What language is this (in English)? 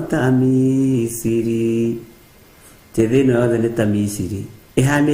Kikuyu